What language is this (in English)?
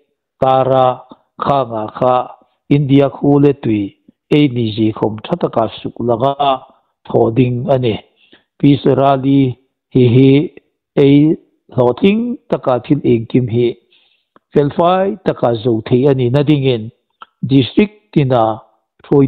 Hmar